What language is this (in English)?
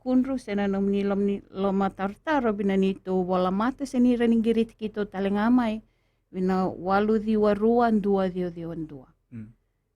Fijian